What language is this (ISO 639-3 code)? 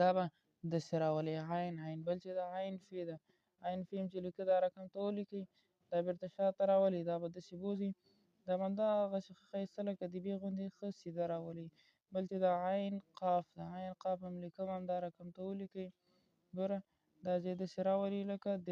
pus